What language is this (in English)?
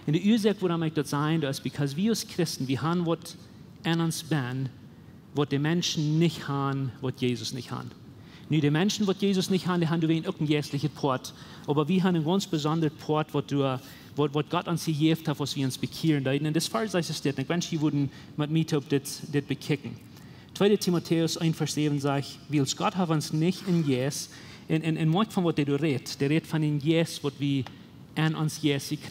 Plautdietsch